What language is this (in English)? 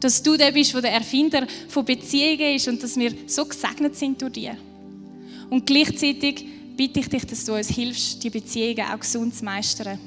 Swiss German